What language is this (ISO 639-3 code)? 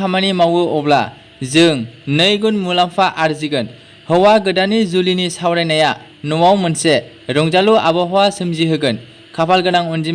brx